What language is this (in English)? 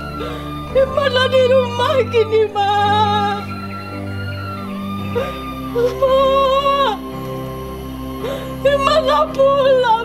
Minangkabau